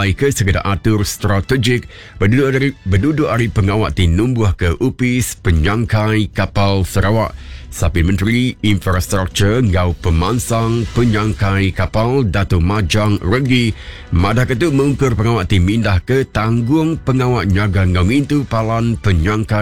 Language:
Iban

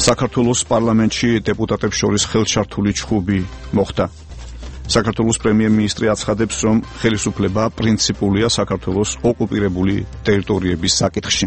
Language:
Georgian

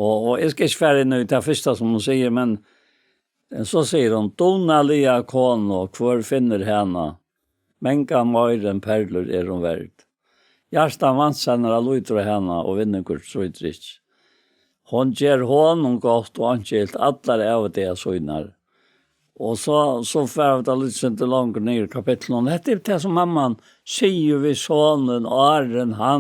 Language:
Faroese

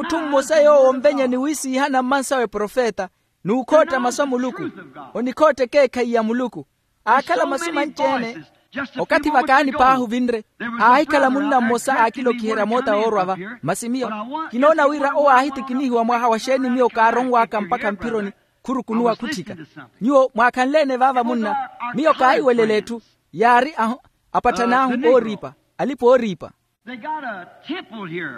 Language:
Makhuwa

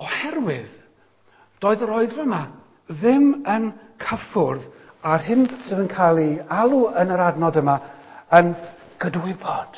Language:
Welsh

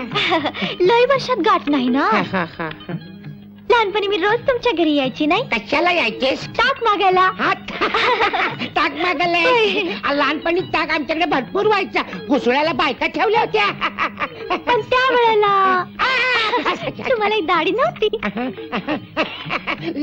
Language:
Marathi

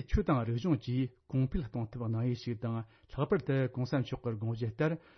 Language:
Tibetan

